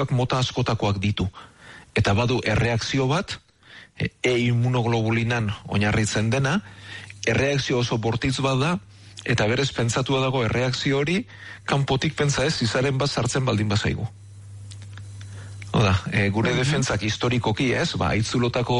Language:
Basque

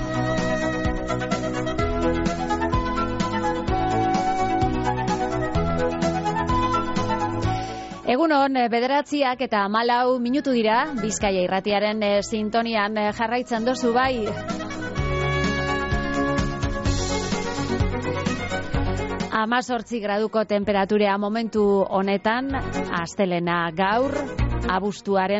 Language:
Basque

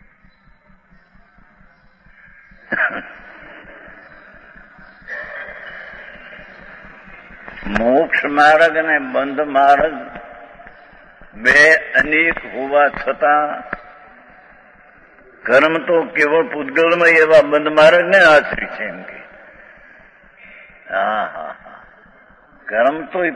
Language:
Gujarati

